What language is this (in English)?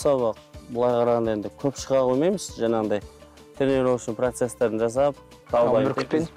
Kazakh